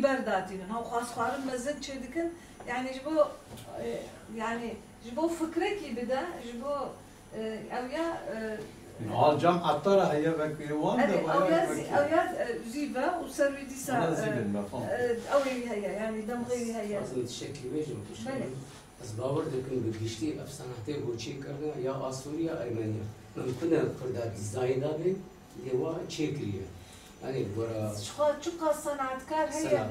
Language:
Kurdish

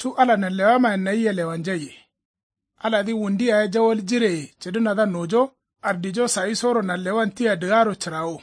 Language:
Kanuri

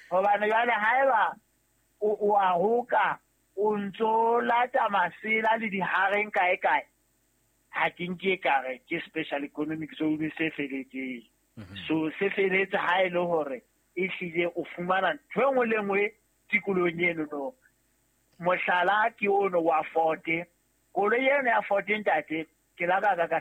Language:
Southern Sotho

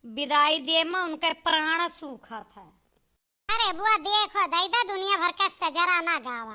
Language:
Awadhi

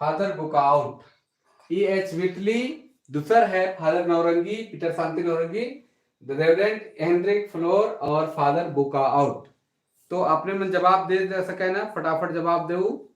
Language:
Sadri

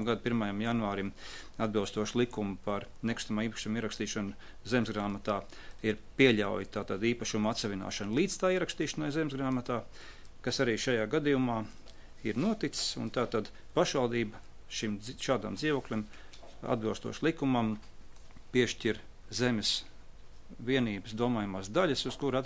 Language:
Latvian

